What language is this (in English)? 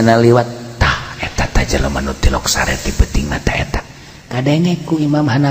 Sundanese